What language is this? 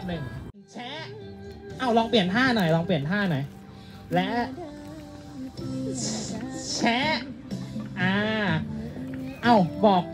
Thai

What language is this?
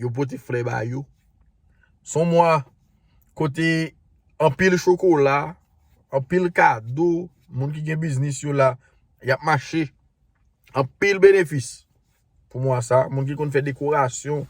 Haitian Creole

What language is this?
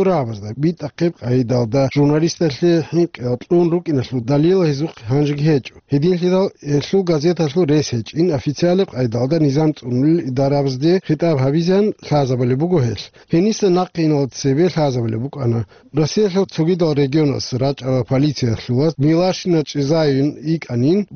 Avaric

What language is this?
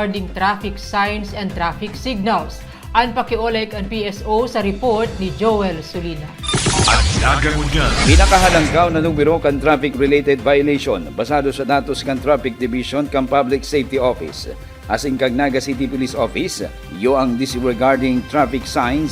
Bikol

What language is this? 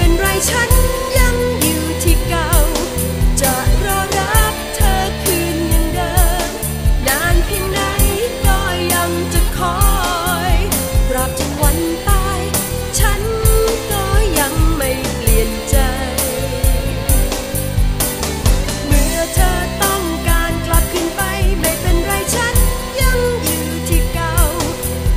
Thai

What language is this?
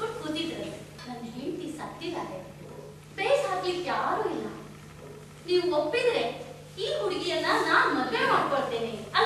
Kannada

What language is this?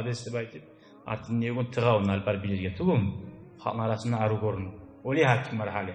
Kumyk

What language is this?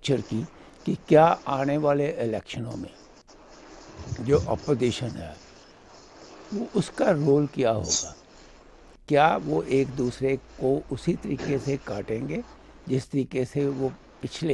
Hindi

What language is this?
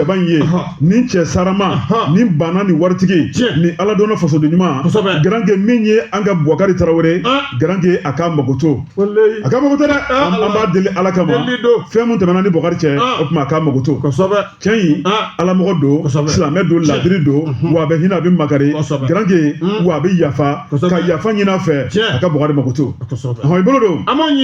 Bambara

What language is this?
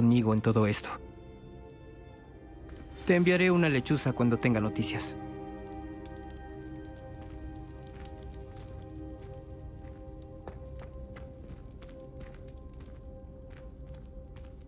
Spanish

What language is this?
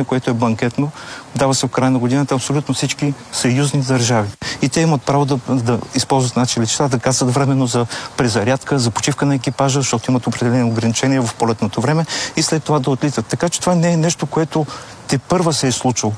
Bulgarian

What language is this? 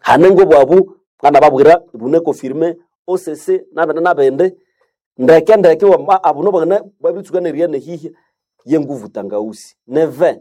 Nande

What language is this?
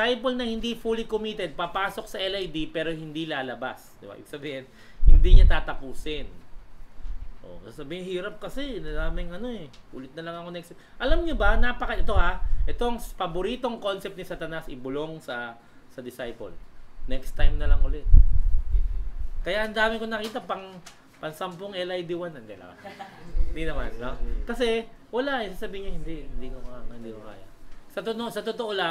Filipino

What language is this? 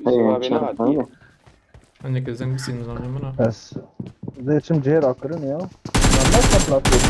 Kurdish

